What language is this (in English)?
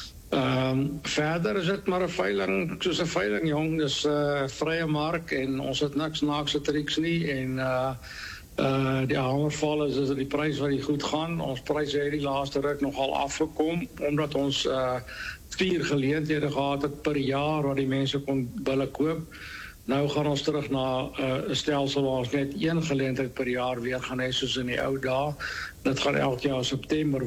Afrikaans